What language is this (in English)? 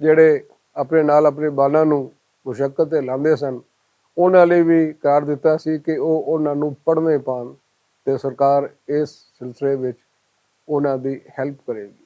Western Panjabi